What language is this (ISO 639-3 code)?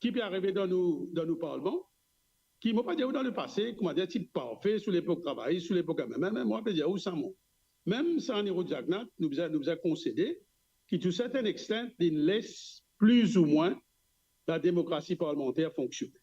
mfe